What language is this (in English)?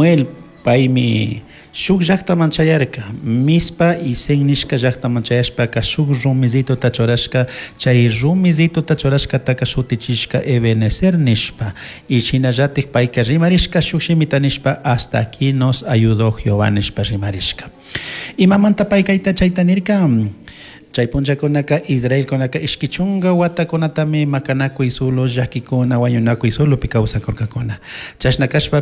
Chimborazo Highland Quichua